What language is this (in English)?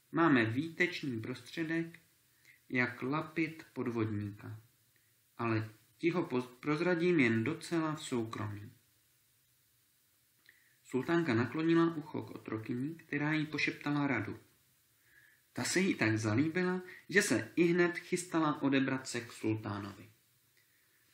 Czech